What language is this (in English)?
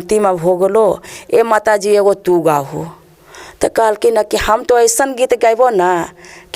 Magahi